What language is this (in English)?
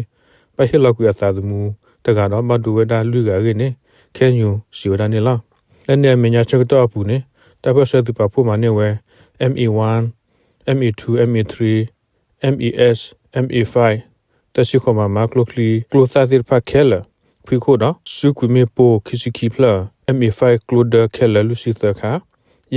S'gaw Karen